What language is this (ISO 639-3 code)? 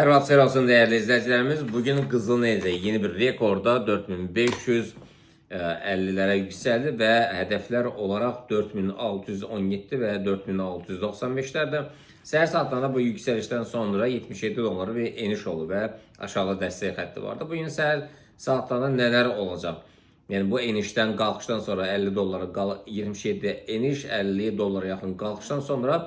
aze